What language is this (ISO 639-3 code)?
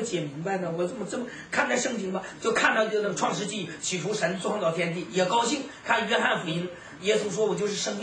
zho